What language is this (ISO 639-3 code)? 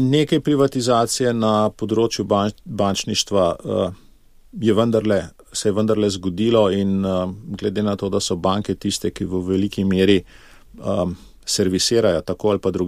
slv